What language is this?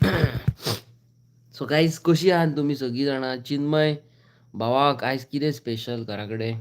Konkani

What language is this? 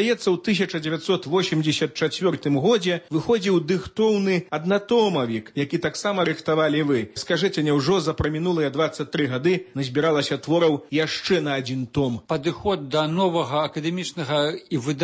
Belarusian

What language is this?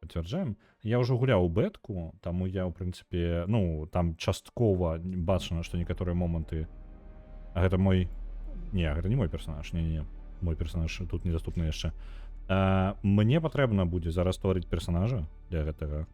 Belarusian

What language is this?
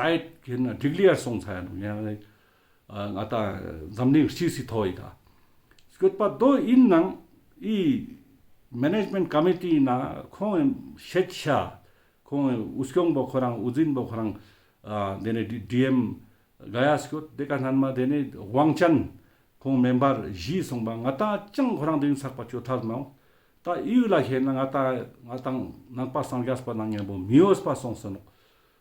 Ladakhi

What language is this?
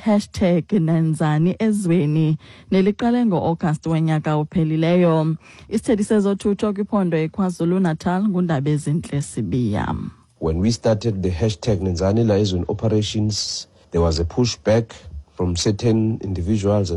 Xhosa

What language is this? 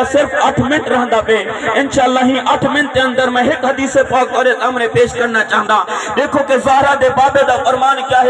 Saraiki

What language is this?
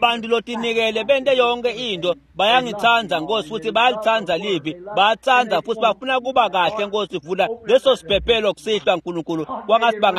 Swati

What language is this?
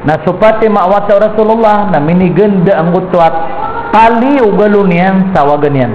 Maranao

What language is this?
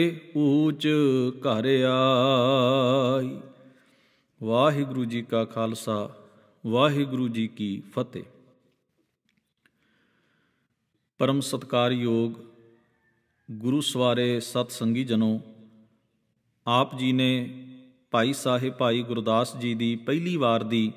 Punjabi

